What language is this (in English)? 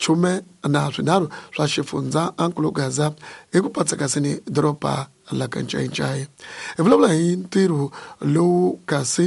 Tsonga